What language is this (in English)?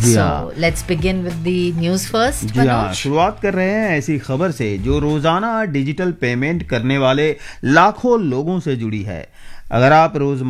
Hindi